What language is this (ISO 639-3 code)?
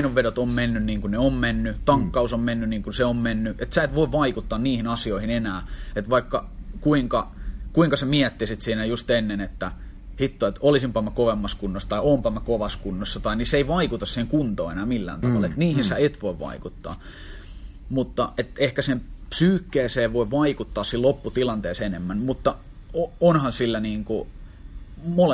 fin